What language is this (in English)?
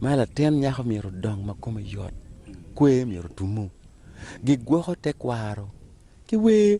Acoli